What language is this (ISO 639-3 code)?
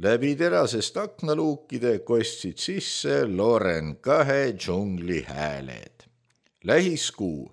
est